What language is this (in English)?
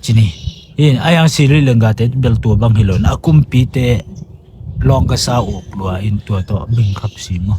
Tedim Chin